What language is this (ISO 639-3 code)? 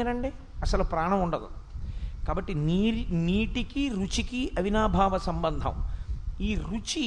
tel